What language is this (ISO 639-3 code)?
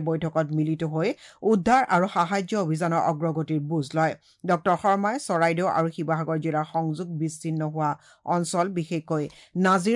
asm